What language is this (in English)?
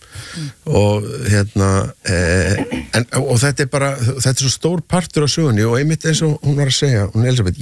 Icelandic